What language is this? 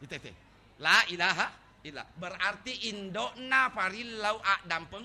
Buginese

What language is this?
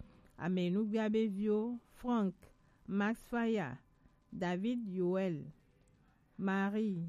Gen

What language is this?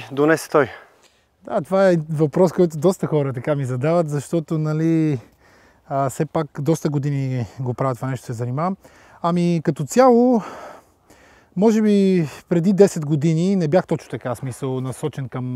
Bulgarian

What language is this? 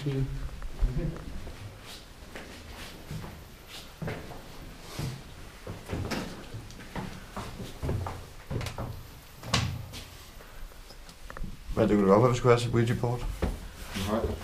Danish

